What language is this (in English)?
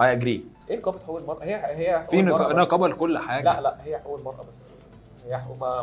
Egyptian Arabic